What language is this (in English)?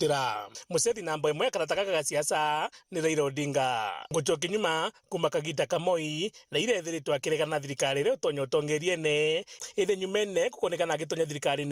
Meru